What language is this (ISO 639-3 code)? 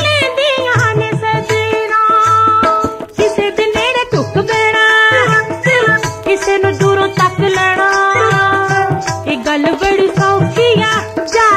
pan